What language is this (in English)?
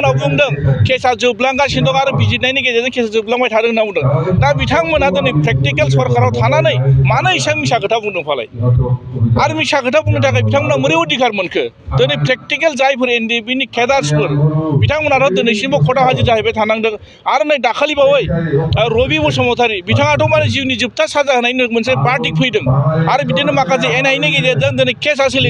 Bodo